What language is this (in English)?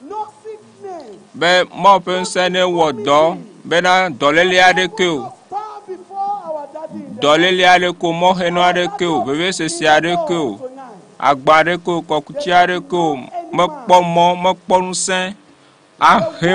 Ewe